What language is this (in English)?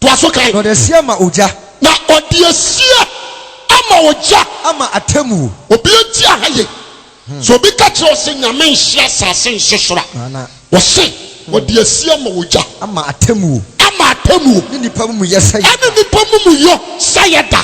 Akan